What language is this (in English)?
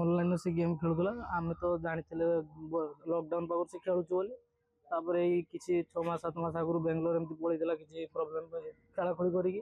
Odia